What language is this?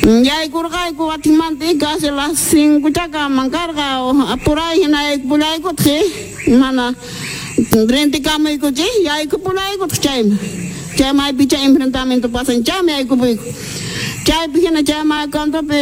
South Bolivian Quechua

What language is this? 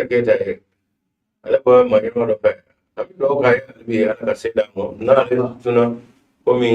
Bambara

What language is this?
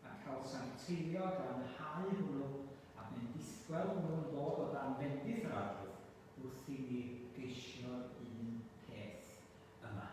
Welsh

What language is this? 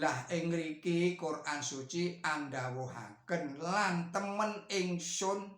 Javanese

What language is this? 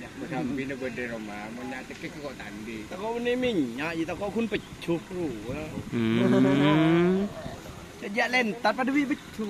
Madurese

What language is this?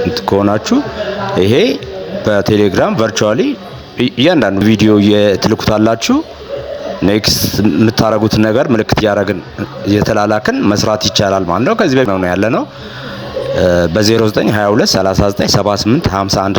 Amharic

